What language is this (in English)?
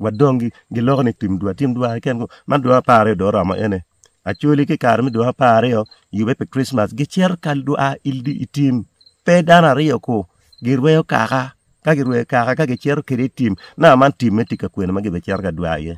Acoli